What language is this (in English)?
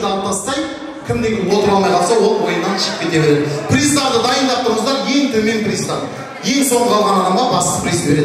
Kara-Kalpak